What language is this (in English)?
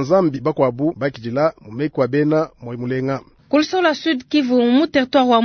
Luba-Lulua